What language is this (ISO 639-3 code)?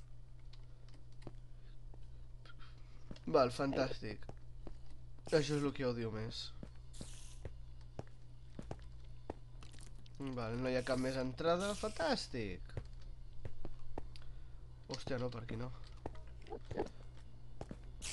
cat